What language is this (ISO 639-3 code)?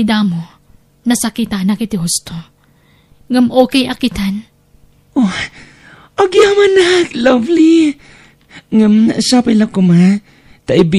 ilo